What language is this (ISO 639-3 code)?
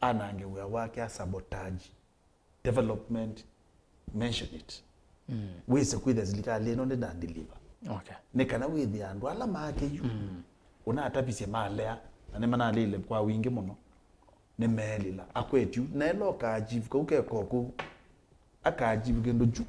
kam